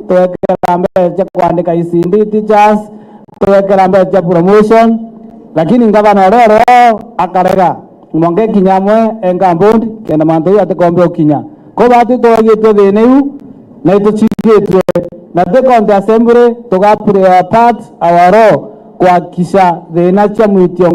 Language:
Meru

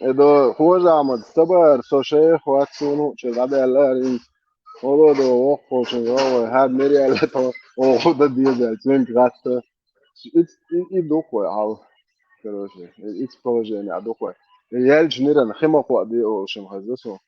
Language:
Chechen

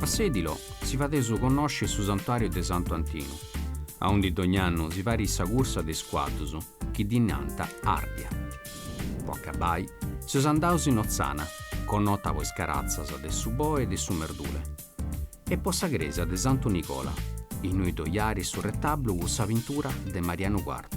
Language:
Sardinian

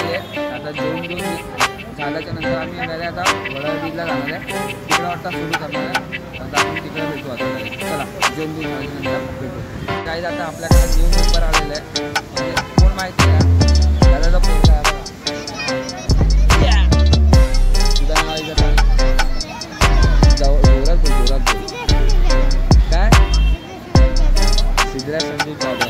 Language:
Marathi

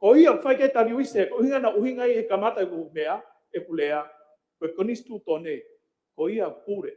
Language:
Tongan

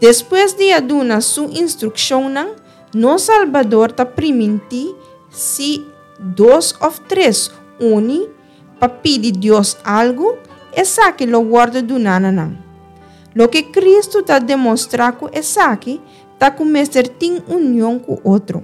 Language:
Papiamento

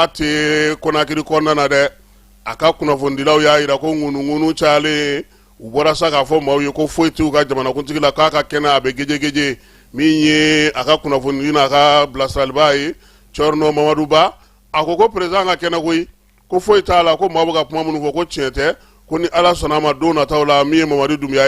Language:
Bambara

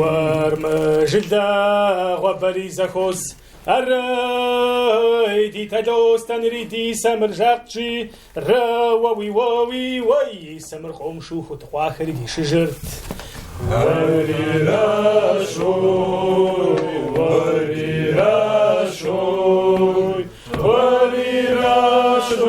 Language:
Kabardian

